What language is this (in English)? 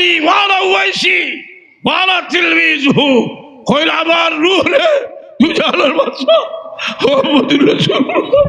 Sylheti